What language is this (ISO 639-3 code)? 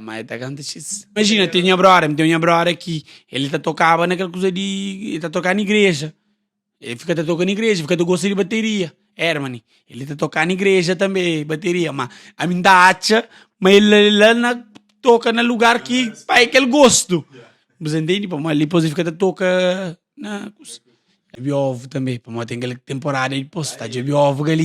kea